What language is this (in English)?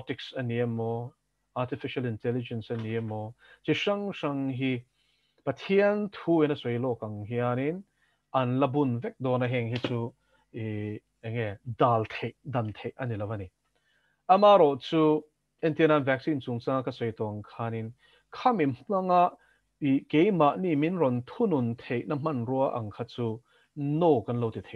Mizo